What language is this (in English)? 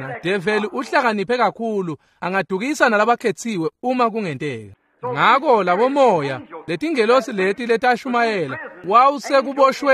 Swati